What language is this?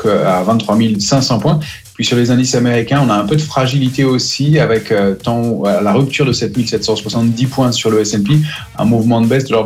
French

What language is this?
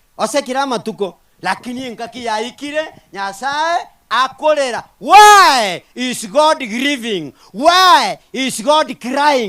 Gusii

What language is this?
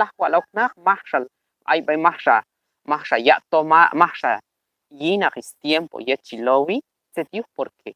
Q'anjob'al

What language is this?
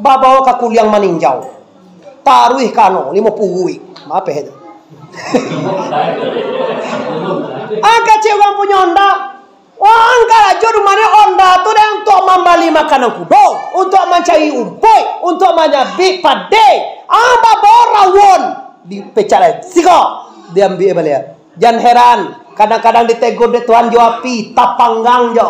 Minangkabau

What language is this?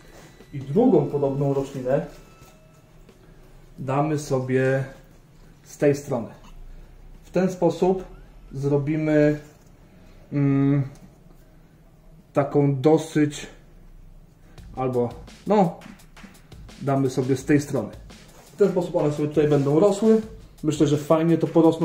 Polish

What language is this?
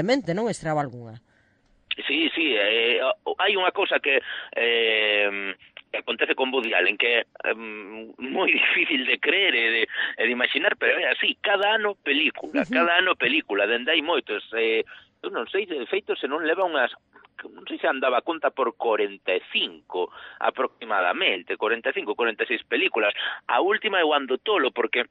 Galician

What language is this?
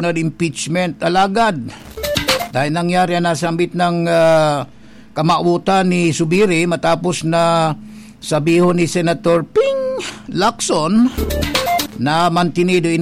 Bikol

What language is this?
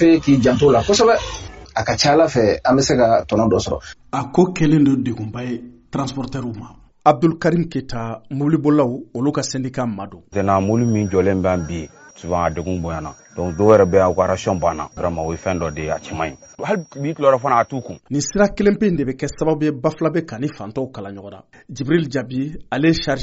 Bambara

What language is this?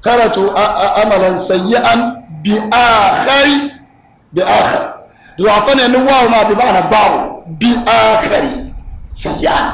Dagbani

